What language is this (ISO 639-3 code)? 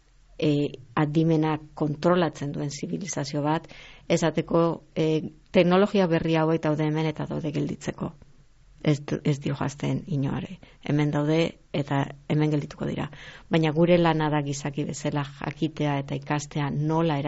eus